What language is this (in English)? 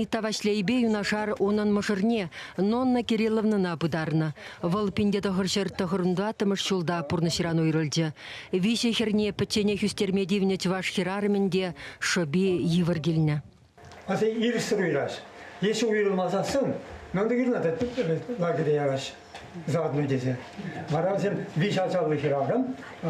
Chuvash